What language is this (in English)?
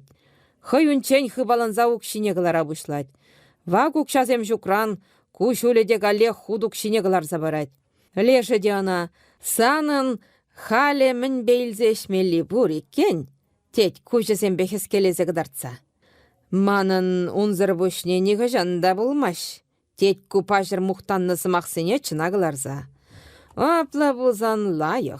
Chuvash